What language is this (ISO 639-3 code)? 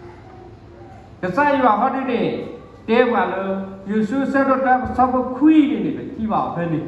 ksw